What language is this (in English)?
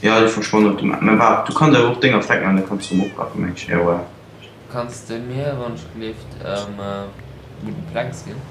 Luxembourgish